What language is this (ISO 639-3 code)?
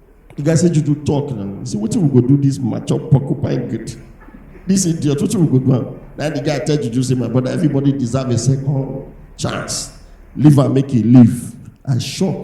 pcm